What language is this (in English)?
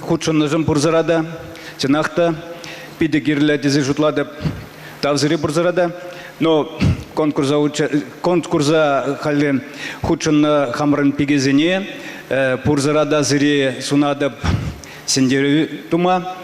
Chuvash